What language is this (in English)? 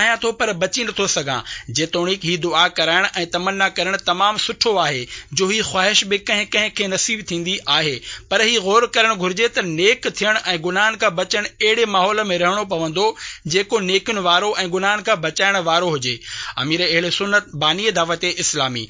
Sindhi